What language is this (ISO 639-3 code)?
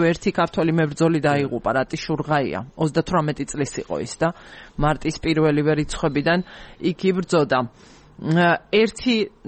kat